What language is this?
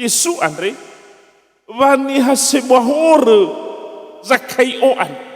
Nias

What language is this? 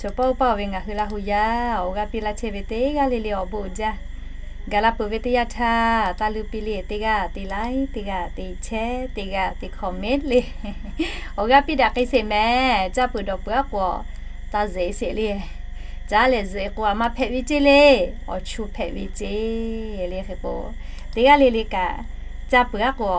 Lahu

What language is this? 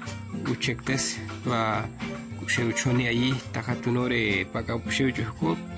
Chortí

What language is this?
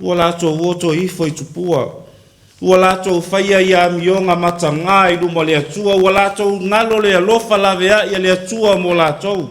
Samoan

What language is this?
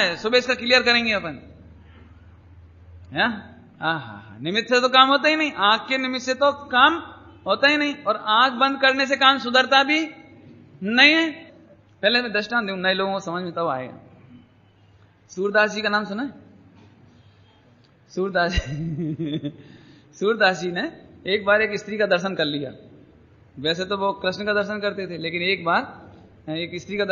Hindi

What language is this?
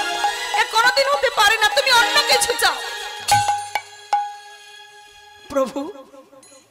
Bangla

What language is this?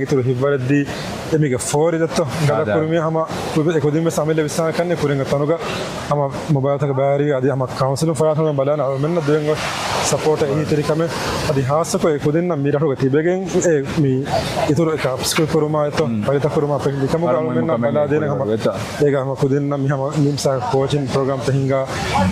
Divehi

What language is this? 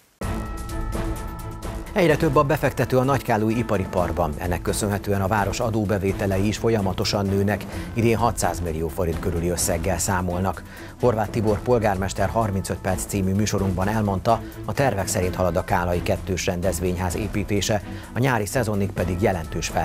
Hungarian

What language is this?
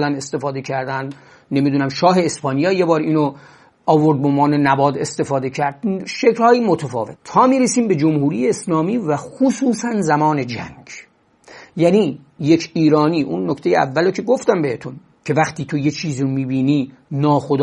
Persian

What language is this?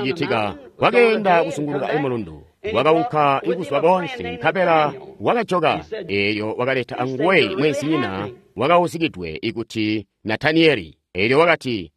Tonga (Zambia)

